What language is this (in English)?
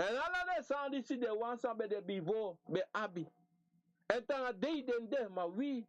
Sranan Tongo